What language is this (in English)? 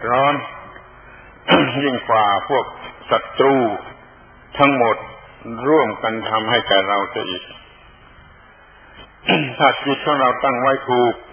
Thai